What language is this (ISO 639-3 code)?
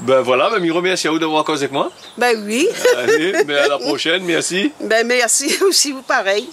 rcf